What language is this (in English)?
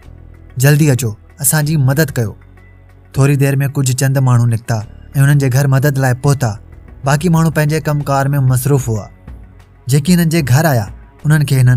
Sindhi